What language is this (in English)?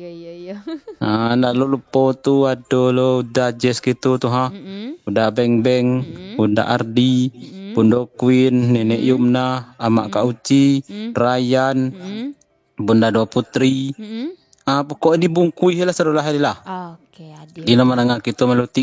Minangkabau